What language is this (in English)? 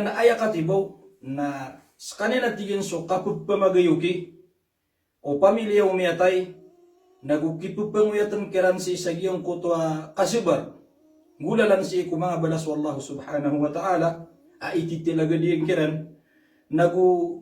Maranao